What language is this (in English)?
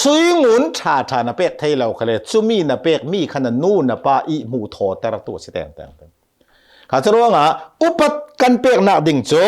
Hakha Chin